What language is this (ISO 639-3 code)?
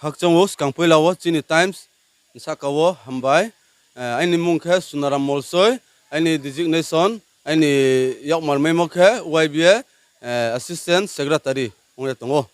ria